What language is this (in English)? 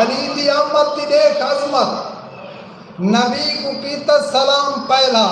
Saraiki